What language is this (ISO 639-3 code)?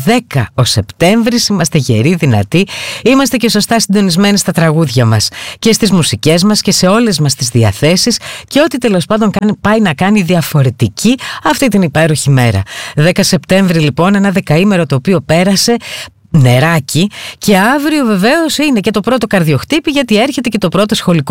ell